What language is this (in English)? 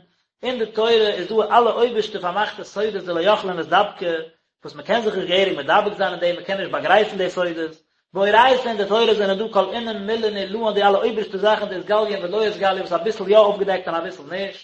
Yiddish